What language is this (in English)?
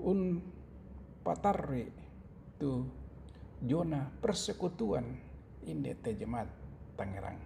Toraja-Sa'dan